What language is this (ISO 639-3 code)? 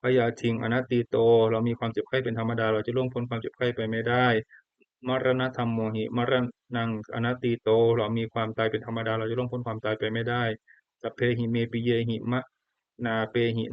pli